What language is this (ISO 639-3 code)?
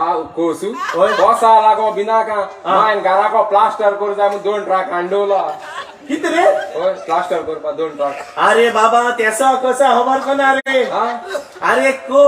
kok